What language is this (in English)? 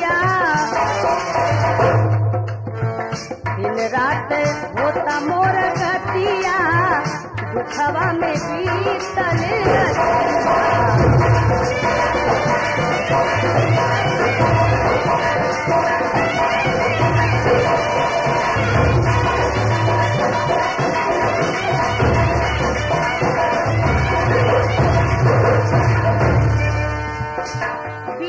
Bhojpuri